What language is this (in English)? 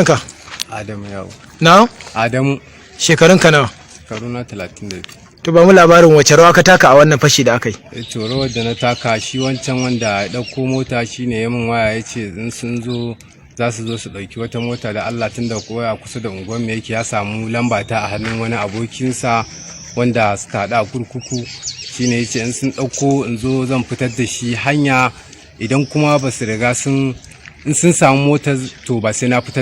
Hausa